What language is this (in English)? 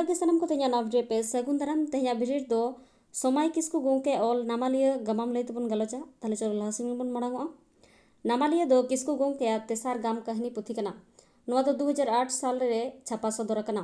Santali